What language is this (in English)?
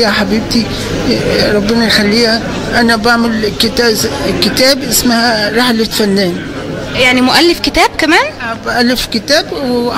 Egyptian Arabic